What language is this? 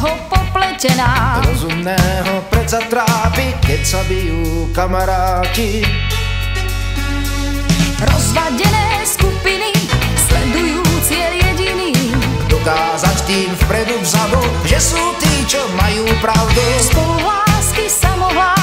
Slovak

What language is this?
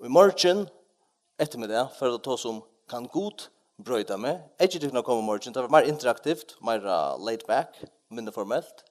Faroese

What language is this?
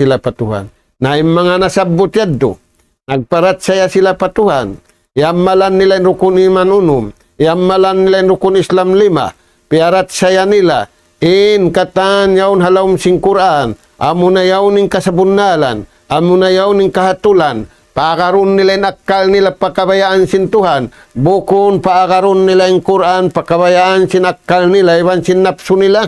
Tausug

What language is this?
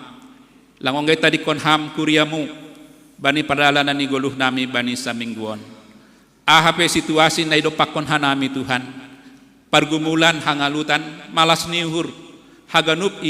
Batak Simalungun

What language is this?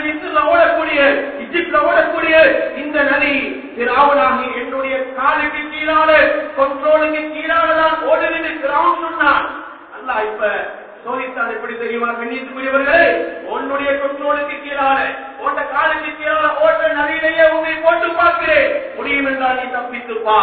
Tamil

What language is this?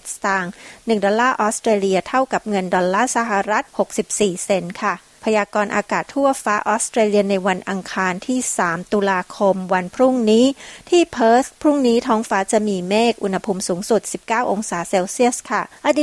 Thai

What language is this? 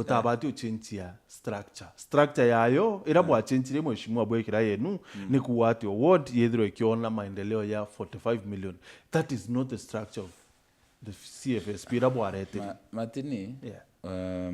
Meru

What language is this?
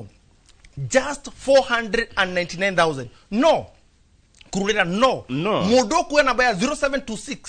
Kikuyu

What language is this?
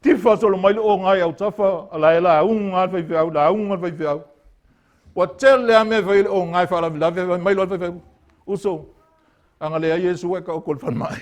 Samoan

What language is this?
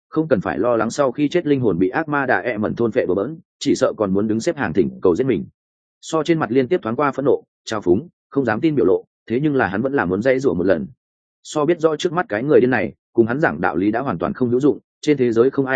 Vietnamese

